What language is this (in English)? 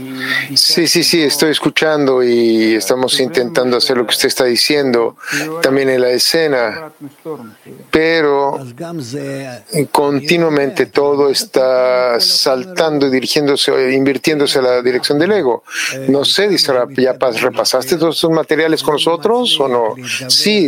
Spanish